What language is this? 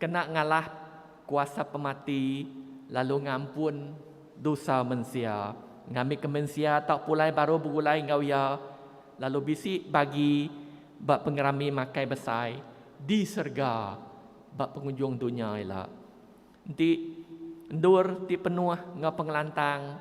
Iban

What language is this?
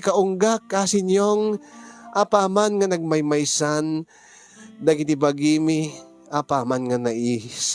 Iloko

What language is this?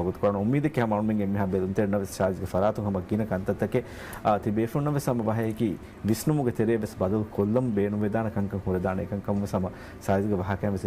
Divehi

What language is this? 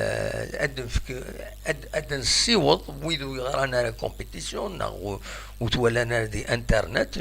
Kabyle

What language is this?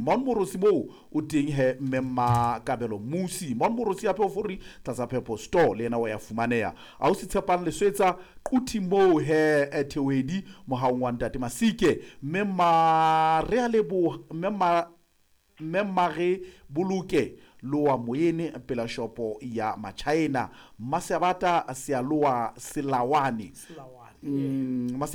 Southern Sotho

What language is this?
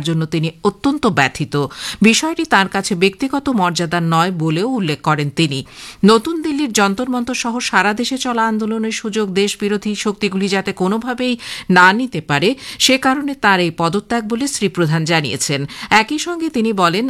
Bangla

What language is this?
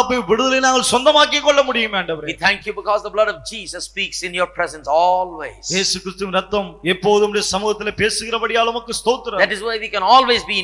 Tamil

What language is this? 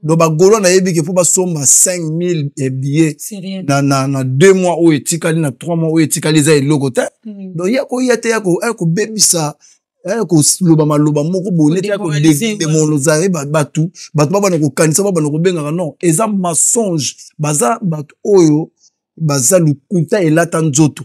Lingala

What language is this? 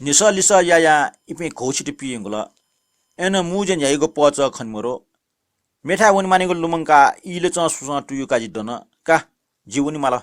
Newari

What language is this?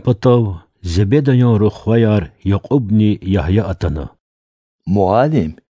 Lezghian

